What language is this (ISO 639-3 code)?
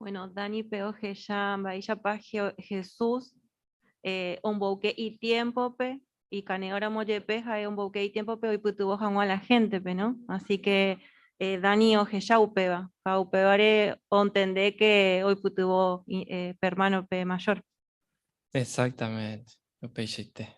grn